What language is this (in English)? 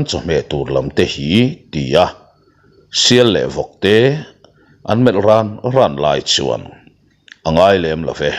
Mizo